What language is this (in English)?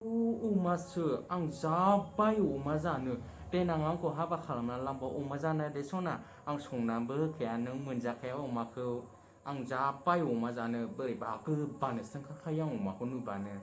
Bodo